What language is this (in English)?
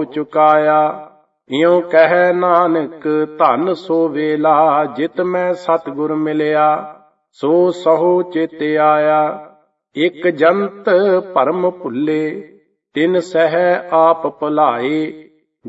Punjabi